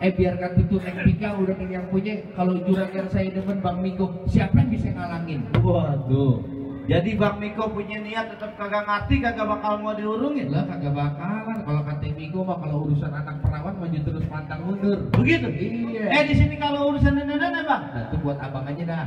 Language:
Betawi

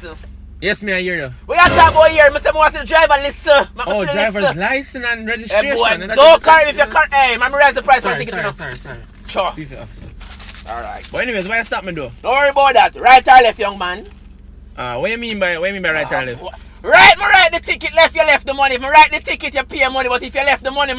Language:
Jamaican Creole English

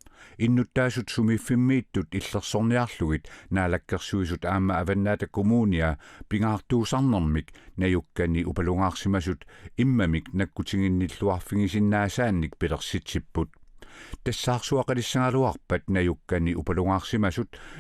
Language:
Kalaallisut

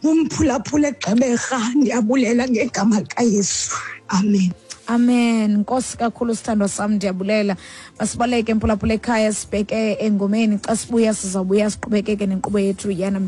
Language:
Xhosa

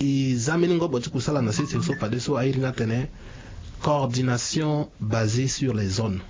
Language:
Sango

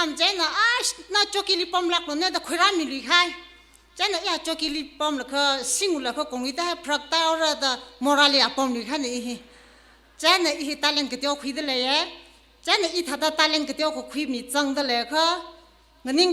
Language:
Tangkhul Naga (India)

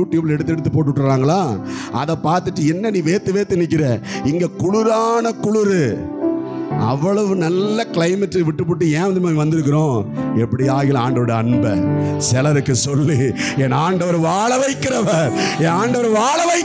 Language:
Tamil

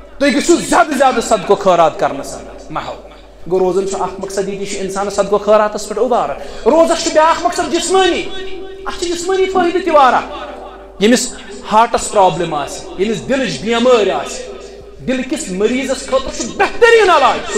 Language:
Kashmiri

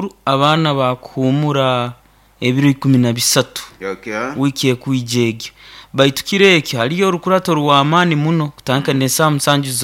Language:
Nyoro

